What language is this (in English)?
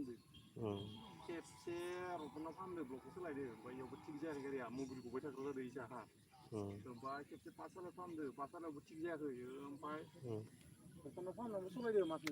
Bodo